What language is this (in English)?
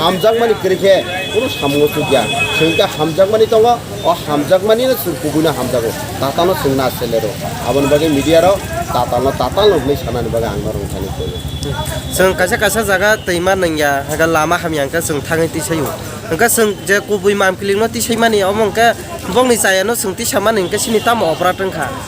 Kok Borok